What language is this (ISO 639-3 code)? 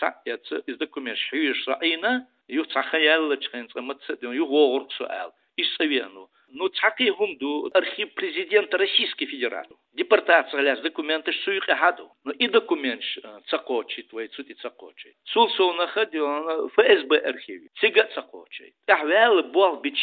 che